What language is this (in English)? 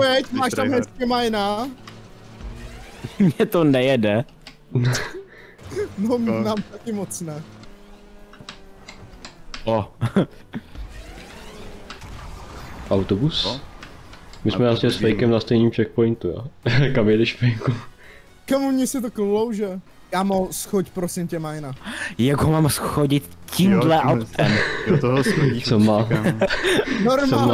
Czech